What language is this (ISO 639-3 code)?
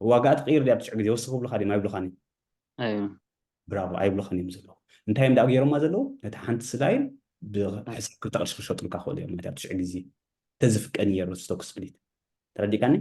tir